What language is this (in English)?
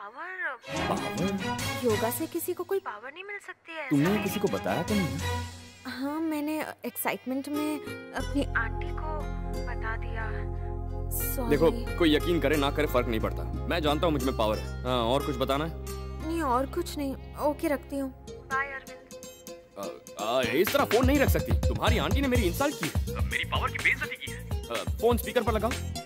Hindi